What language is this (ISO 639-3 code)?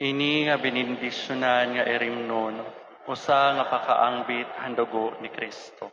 war